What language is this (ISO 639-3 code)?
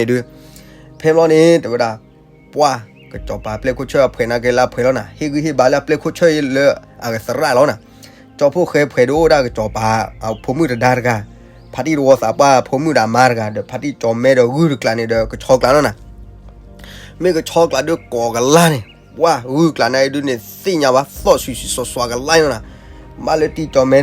ksw